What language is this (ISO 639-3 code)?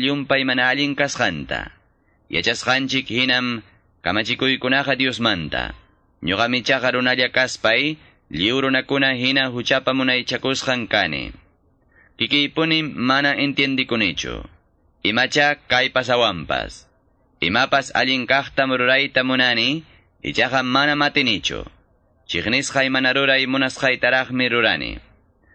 que